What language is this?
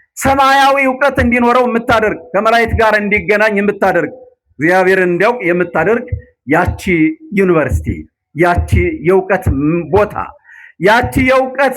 Amharic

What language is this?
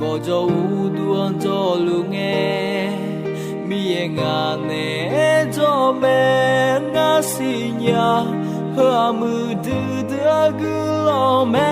Akha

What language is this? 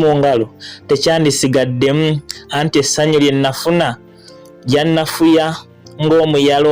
Ganda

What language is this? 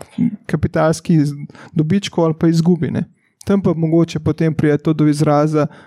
Slovenian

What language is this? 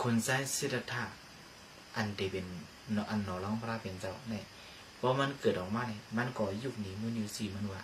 Shan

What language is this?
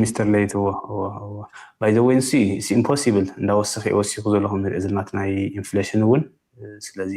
Tigrinya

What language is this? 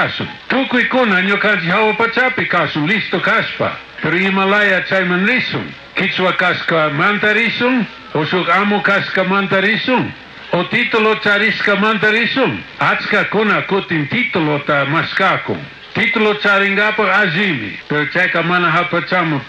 Chimborazo Highland Quichua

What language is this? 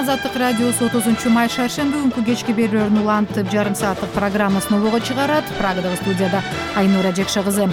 Kyrgyz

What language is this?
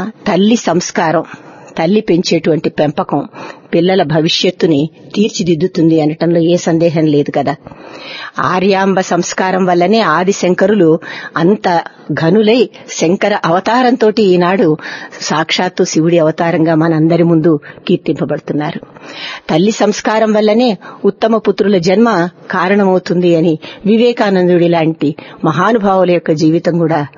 Telugu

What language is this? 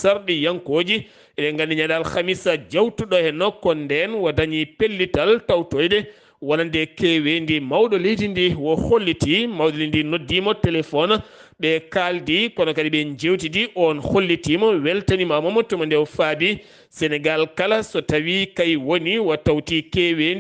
Fula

